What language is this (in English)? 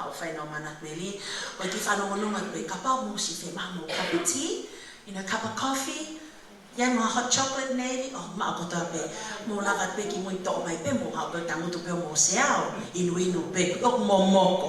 Tongan